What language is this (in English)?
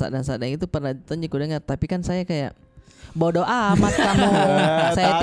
Makassar Malay